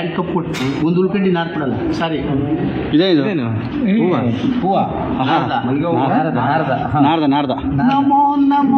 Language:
Kannada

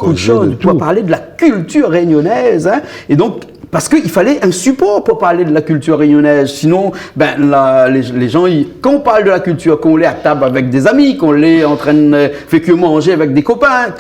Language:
Réunion Creole French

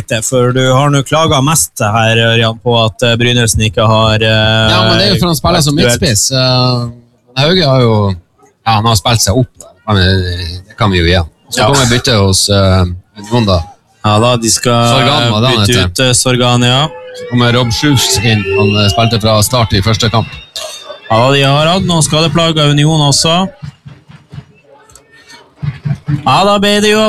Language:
Norwegian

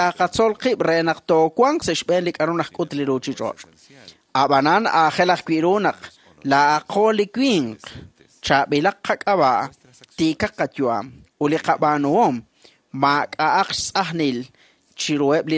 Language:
Kekchí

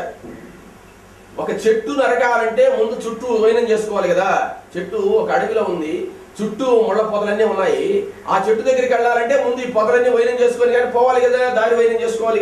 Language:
Telugu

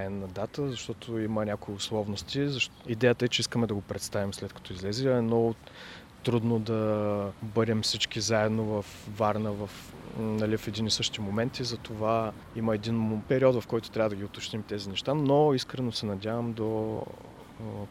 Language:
Bulgarian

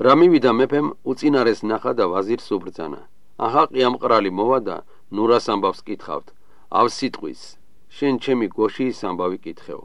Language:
Georgian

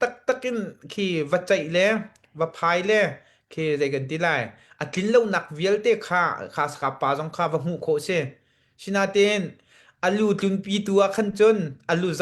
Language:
Hakha Chin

